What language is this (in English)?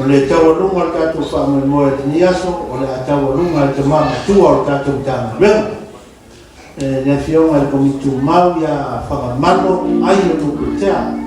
Samoan